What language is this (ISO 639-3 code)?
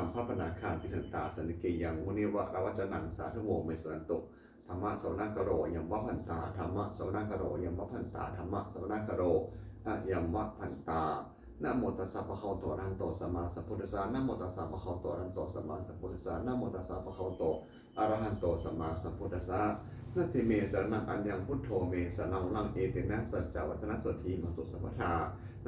pli